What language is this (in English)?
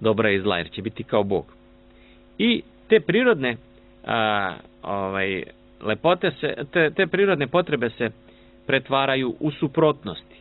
Serbian